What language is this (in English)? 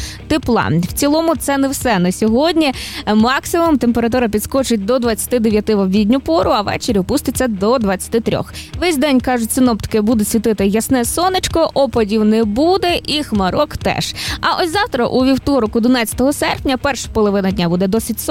Ukrainian